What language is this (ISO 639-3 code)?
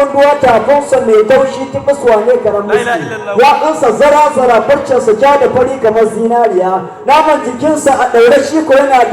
hau